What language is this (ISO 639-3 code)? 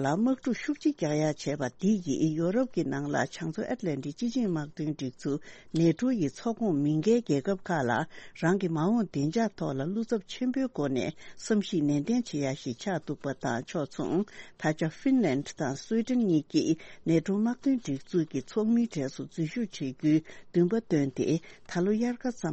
bod